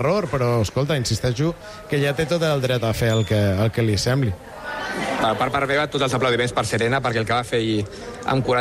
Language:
Catalan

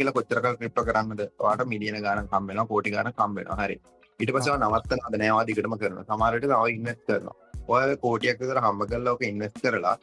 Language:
Sinhala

